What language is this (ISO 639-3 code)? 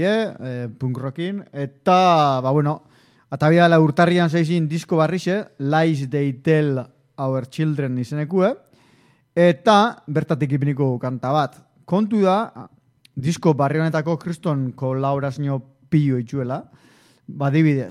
eus